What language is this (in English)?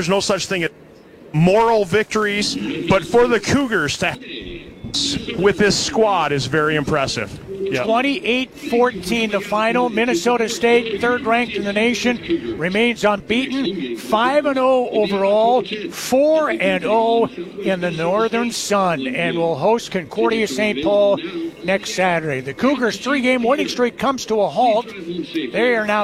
English